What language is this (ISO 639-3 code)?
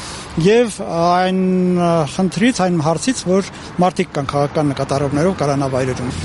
hye